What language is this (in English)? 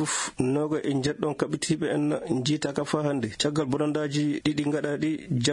Fula